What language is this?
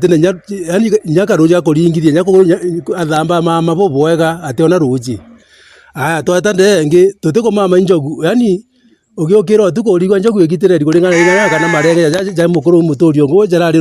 Meru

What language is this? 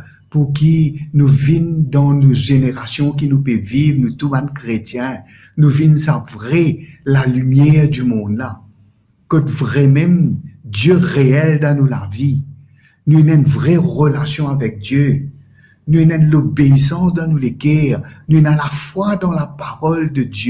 Morisyen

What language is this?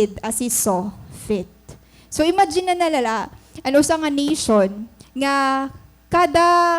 Waray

